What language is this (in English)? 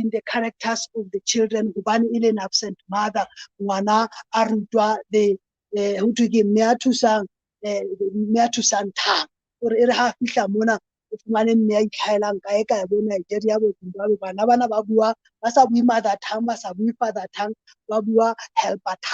Southern Sotho